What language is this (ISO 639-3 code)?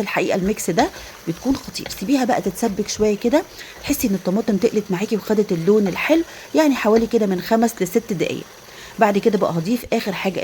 arz